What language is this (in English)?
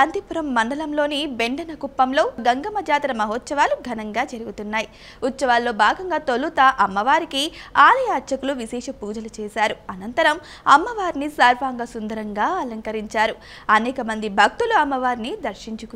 Telugu